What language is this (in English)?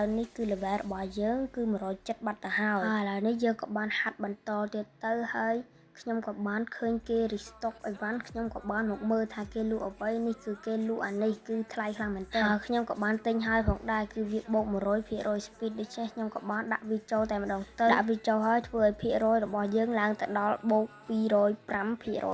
Khmer